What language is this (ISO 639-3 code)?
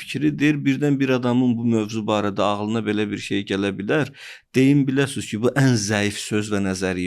aze